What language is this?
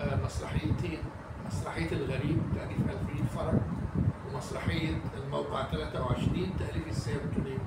Egyptian Arabic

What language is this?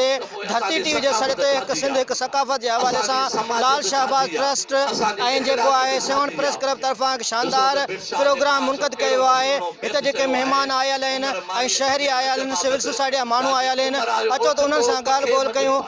Sindhi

